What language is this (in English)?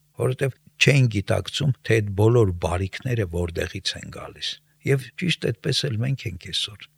Armenian